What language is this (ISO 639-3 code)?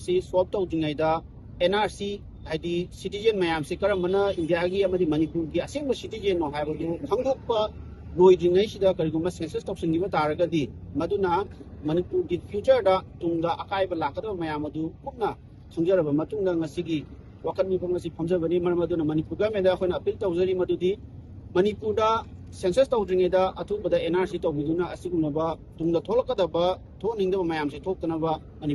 mni